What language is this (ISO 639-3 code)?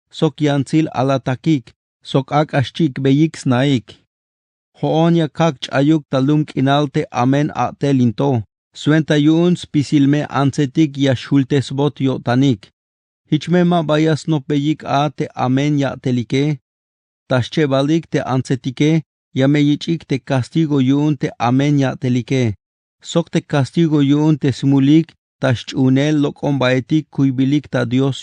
tzh